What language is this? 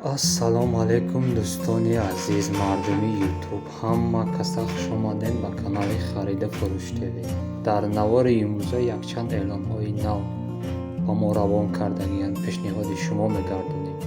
Tajik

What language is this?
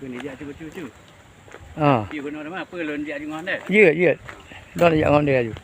Achinese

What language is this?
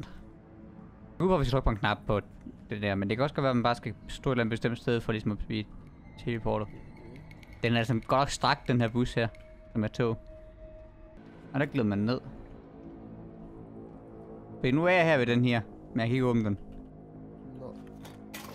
Danish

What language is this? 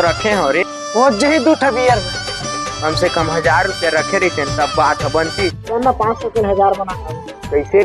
Chhattisgarhi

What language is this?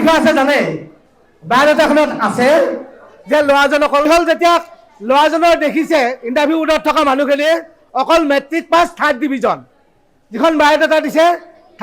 Assamese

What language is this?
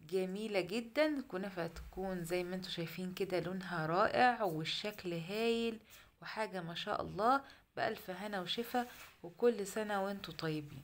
Egyptian Arabic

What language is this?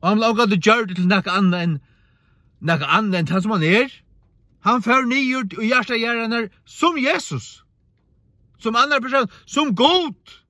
Faroese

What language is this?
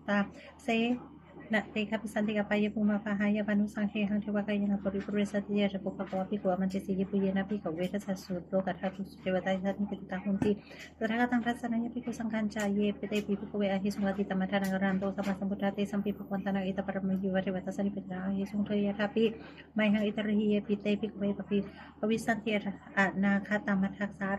Pali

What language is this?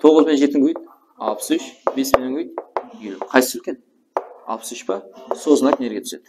Kara-Kalpak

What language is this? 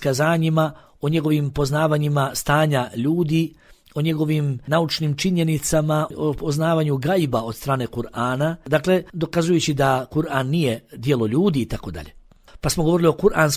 Bosnian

